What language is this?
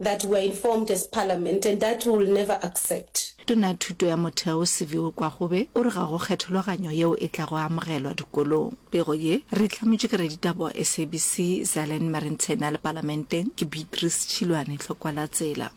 Northern Sotho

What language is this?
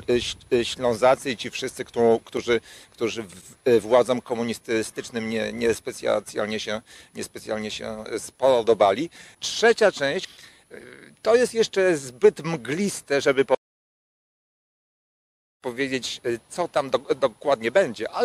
Polish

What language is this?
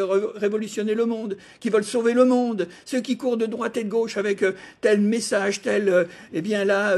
French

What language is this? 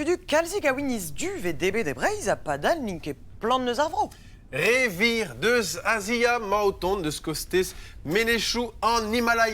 Breton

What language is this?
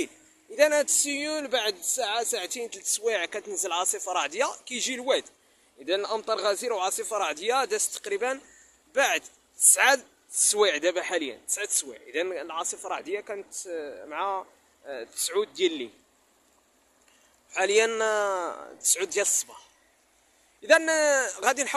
Moroccan Arabic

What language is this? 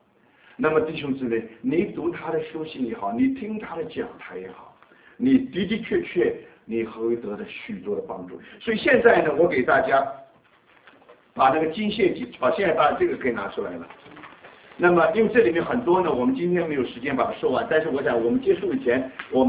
Chinese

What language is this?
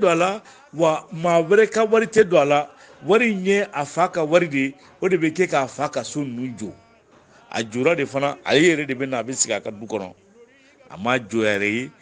Bambara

